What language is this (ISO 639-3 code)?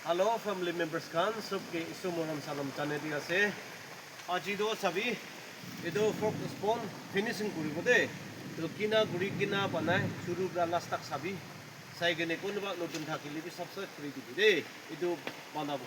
nag